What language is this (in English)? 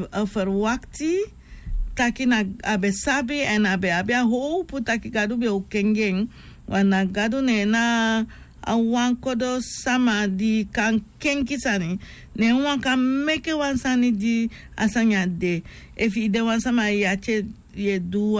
Sranan Tongo